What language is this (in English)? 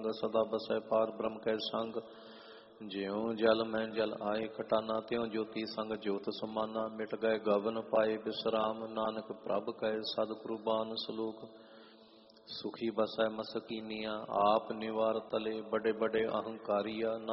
Punjabi